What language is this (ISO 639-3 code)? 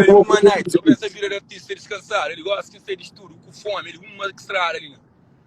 kea